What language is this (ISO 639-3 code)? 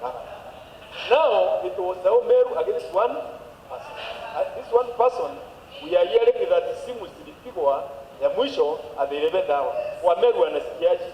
mer